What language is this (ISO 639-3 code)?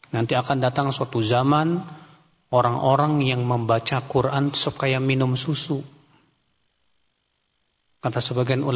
ind